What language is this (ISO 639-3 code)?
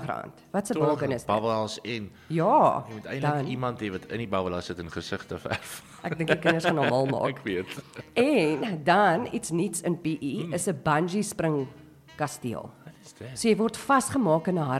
afr